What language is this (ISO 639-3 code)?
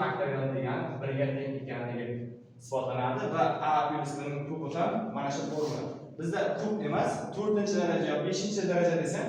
uzb